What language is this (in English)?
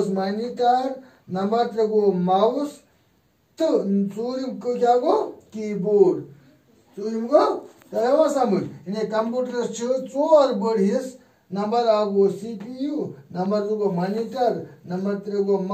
Kashmiri